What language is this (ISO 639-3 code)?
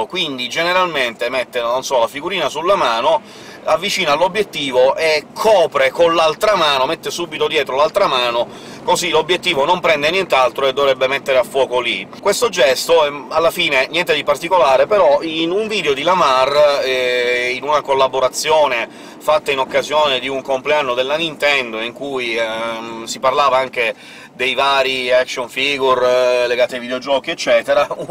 ita